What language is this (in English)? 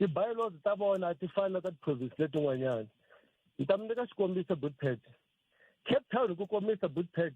Tsonga